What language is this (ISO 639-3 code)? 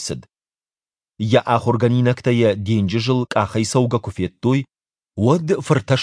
oss